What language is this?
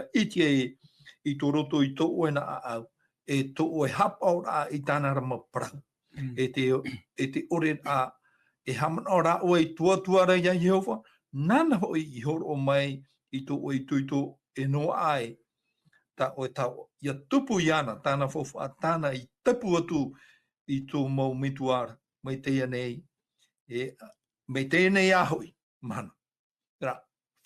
Tahitian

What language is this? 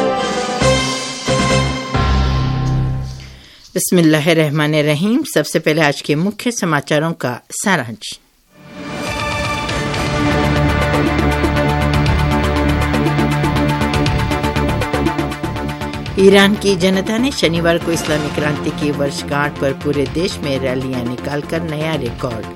Hindi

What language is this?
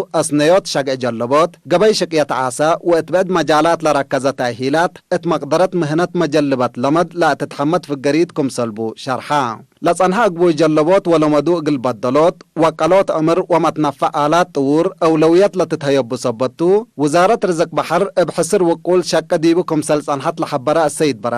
Tigre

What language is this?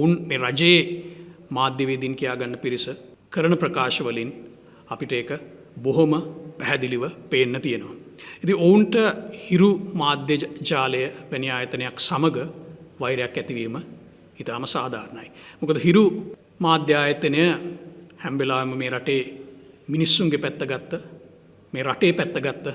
Sinhala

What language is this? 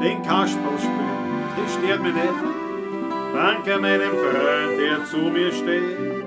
Bavarian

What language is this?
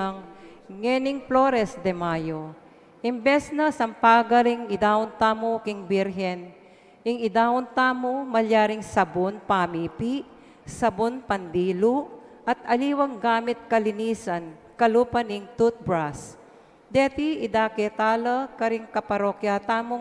Pampanga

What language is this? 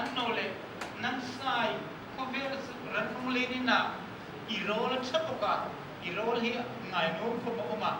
Hmar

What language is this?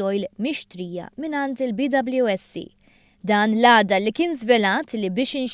Maltese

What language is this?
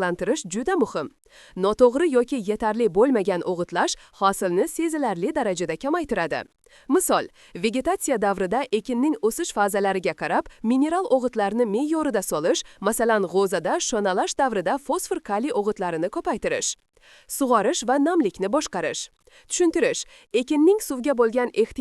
Uzbek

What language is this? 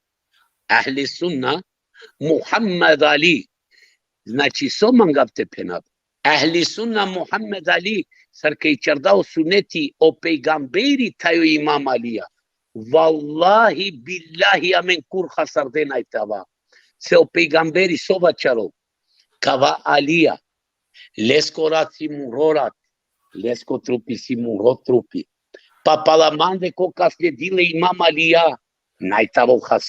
Balkan Romani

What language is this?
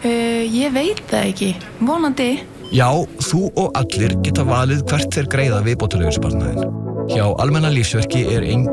Icelandic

